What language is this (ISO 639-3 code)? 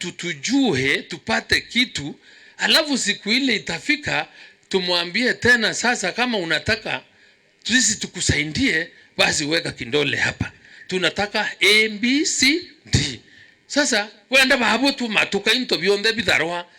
mer